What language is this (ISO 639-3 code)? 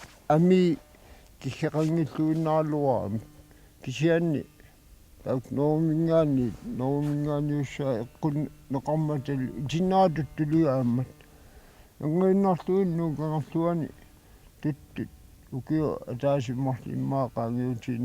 kal